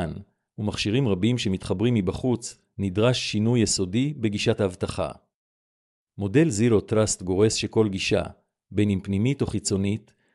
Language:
Hebrew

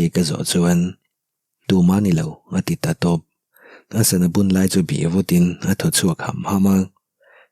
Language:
Mizo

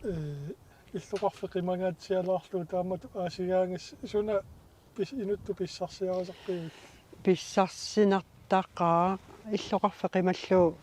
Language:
Kalaallisut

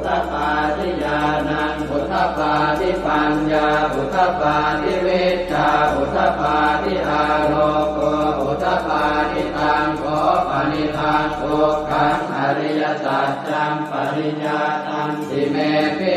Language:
Pali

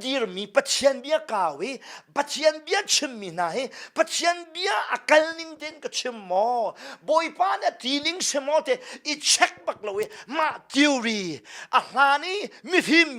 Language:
Hakha Chin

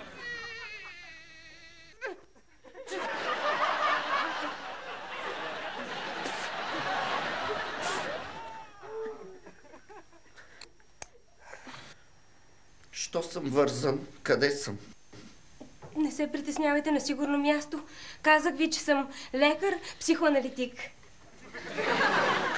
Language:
Bulgarian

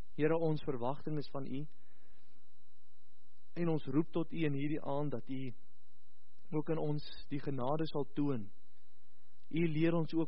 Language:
Afrikaans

